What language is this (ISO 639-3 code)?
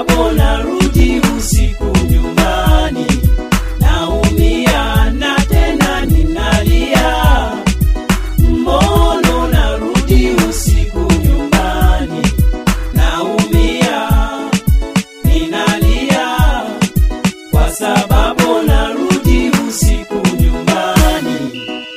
swa